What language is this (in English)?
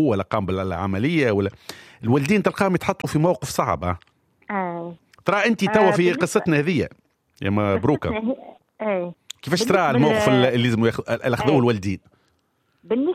Tunisian Arabic